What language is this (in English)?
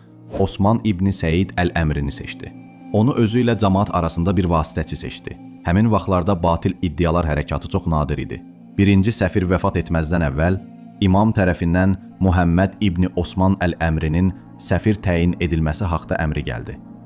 Azerbaijani